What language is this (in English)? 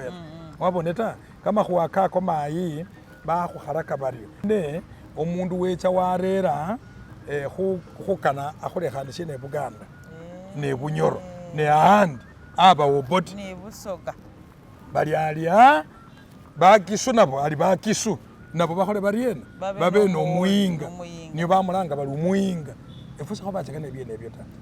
Masaaba